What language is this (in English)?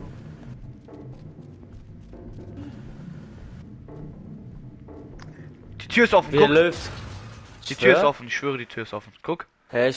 German